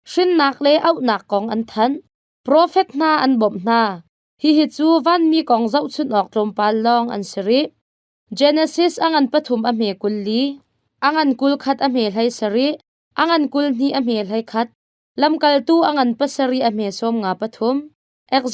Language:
Hakha Chin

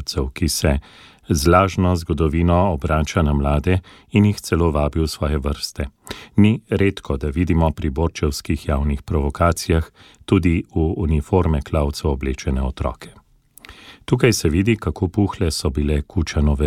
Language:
Slovenian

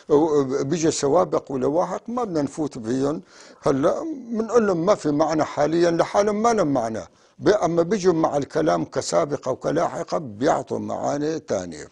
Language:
North Levantine Arabic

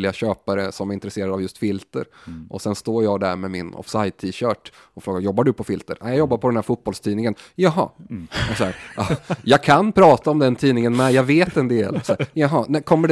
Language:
Swedish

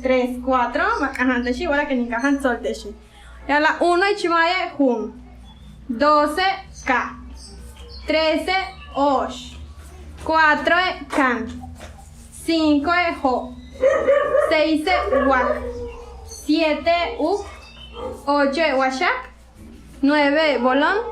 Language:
Yucateco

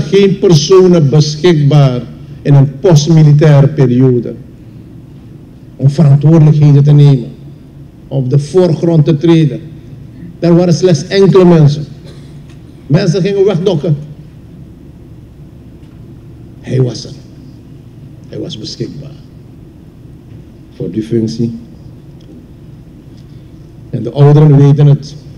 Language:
Dutch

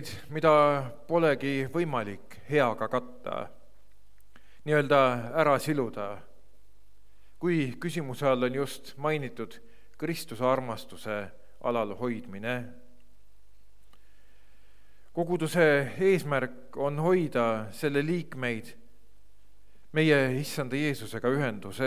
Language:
Estonian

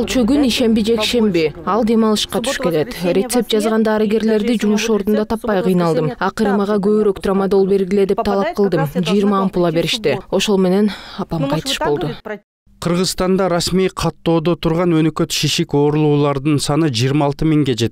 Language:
Kyrgyz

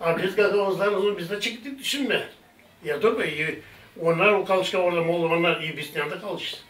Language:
Gagauz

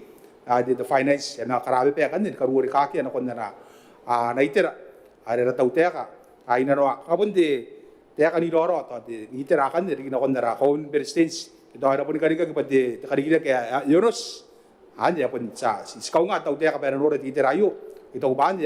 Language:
Gilbertese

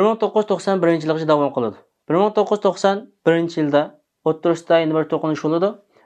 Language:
Uyghur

